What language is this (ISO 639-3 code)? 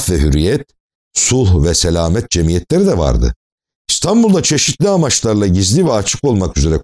tur